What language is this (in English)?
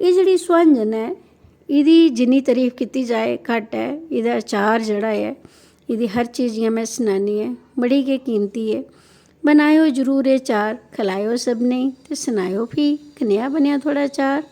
Dogri